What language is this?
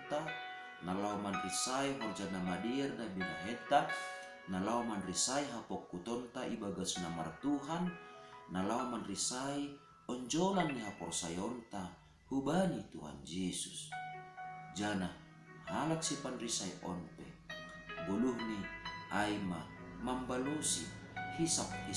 Batak Simalungun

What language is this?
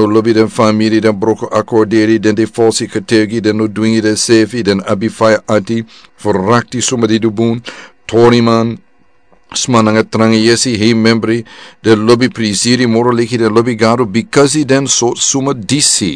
Sranan Tongo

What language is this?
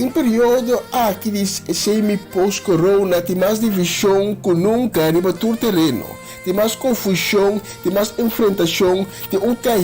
Papiamento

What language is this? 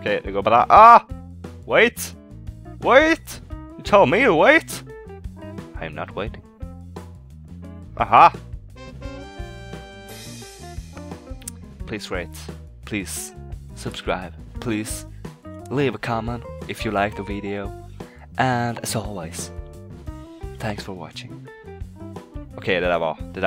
Swedish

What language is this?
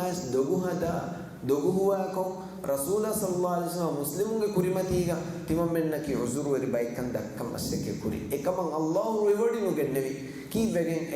Divehi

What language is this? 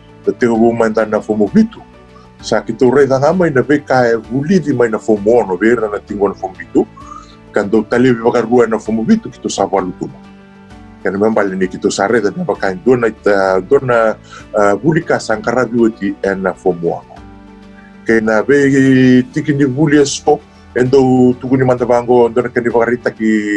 Fijian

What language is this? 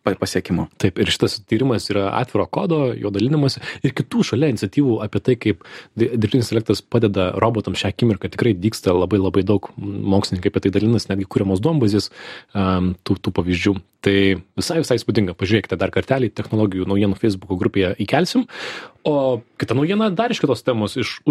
Lithuanian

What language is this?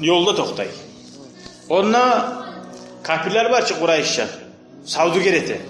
Kumyk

